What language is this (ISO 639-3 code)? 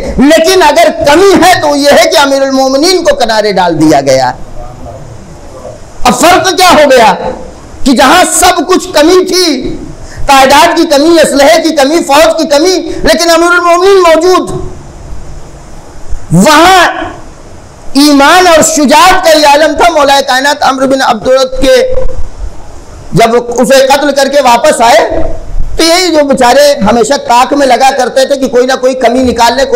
urd